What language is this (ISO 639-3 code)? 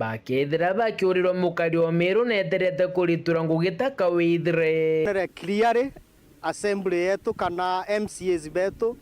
mer